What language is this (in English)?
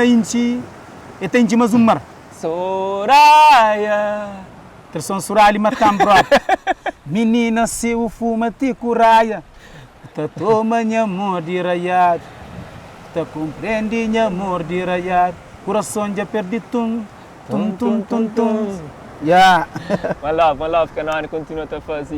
Kabuverdianu